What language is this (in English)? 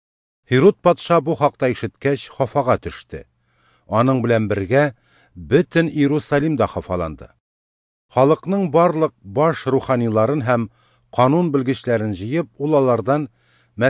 Tatar